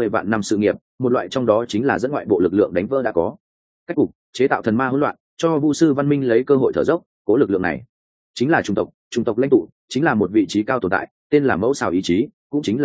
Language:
Vietnamese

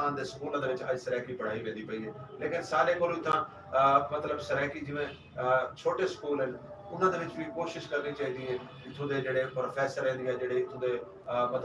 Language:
Saraiki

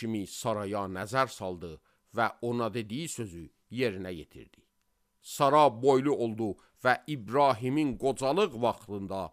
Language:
Azerbaijani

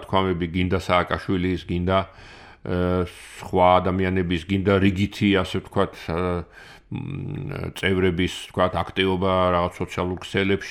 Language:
Georgian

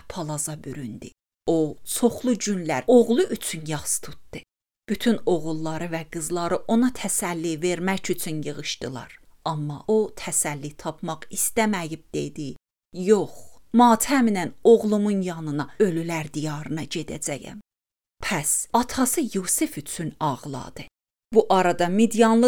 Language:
Azerbaijani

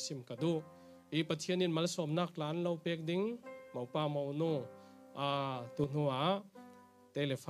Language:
Falam Chin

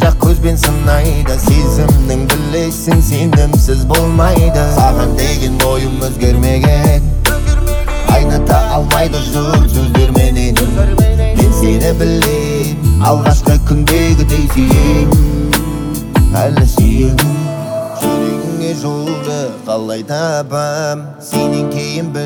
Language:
Kazakh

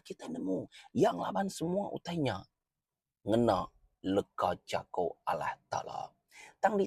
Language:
Iban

